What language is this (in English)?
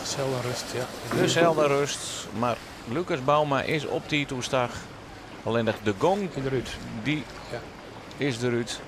Western Frisian